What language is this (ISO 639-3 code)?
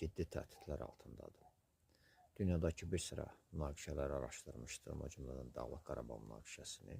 aze